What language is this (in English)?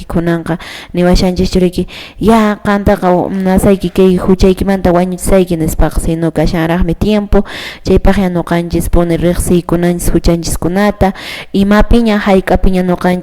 Quechua